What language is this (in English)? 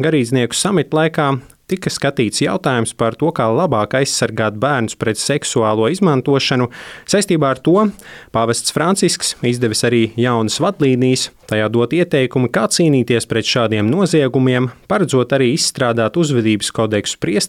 Latvian